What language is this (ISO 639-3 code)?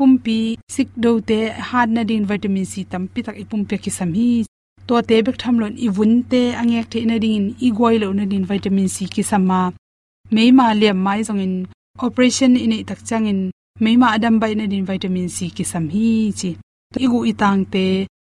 ctd